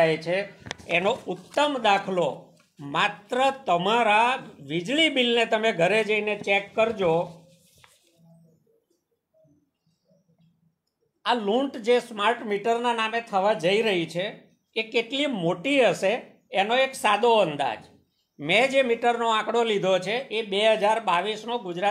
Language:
Gujarati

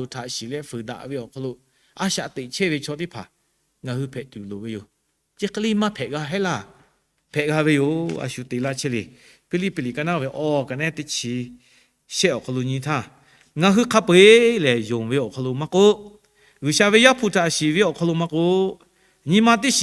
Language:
Lahu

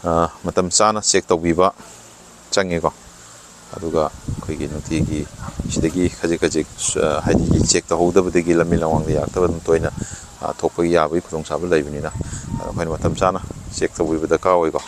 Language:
Manipuri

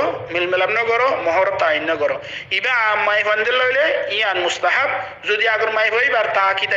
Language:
Rohingya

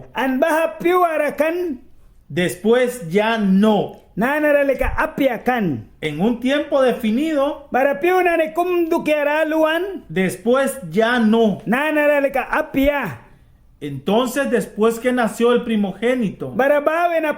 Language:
Mískito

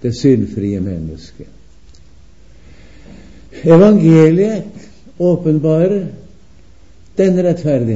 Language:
Norwegian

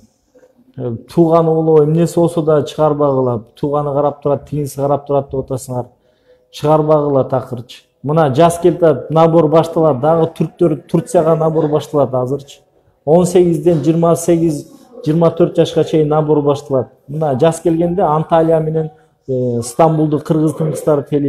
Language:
Kyrgyz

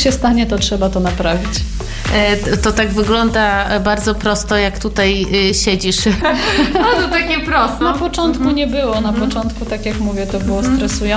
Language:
Polish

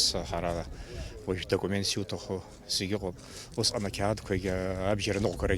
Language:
Abkhazian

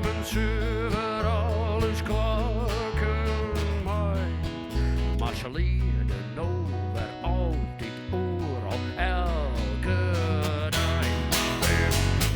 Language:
Western Frisian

